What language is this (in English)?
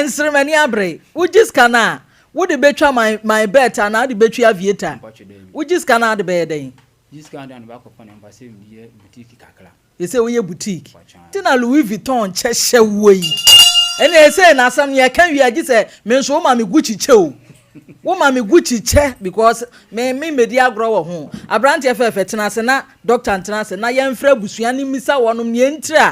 Akan